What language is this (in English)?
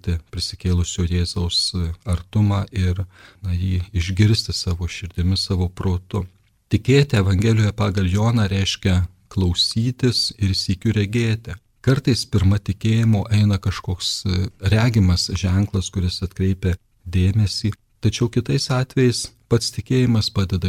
Lithuanian